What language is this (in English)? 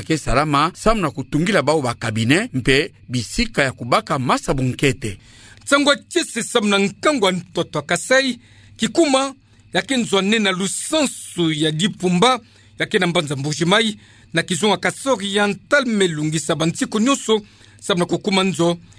Kituba (Democratic Republic of Congo)